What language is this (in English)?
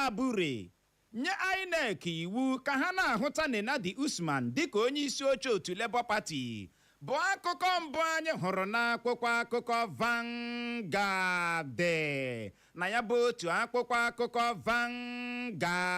Igbo